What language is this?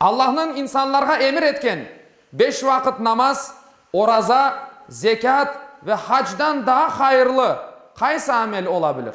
Crimean Tatar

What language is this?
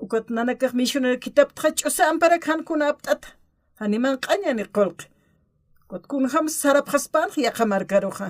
Aymara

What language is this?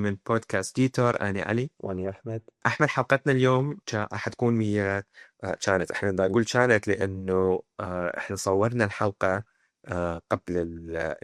Mesopotamian Arabic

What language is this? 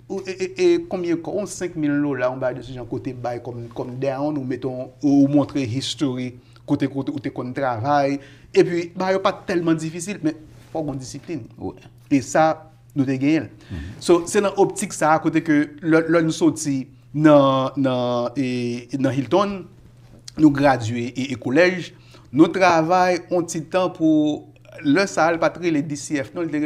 Haitian Creole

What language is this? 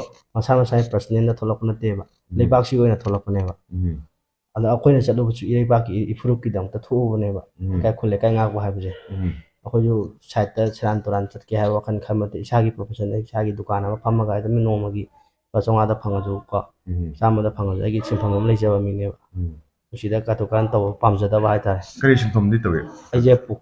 Manipuri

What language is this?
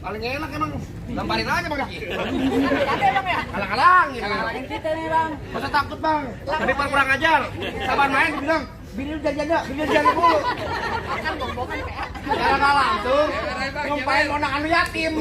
Betawi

